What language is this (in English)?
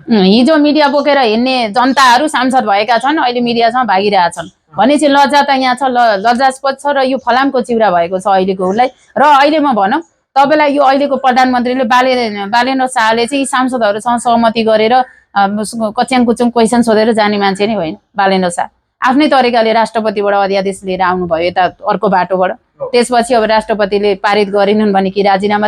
Nepali